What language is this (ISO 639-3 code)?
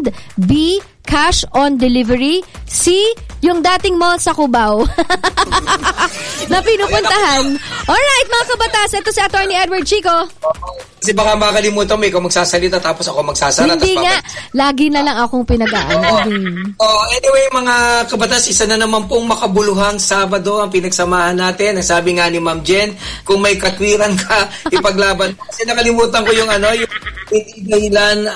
fil